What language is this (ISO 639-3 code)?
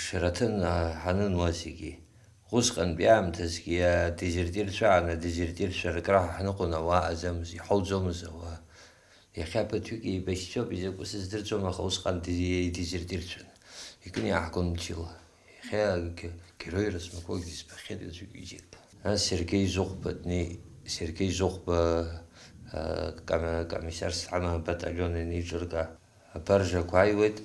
abk